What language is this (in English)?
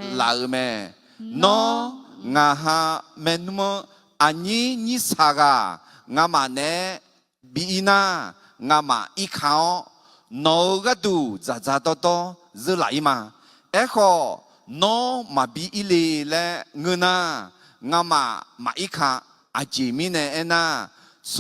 Akha